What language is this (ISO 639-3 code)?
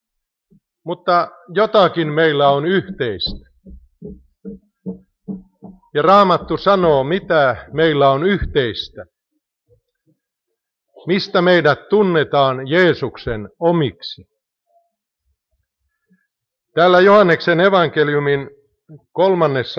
fin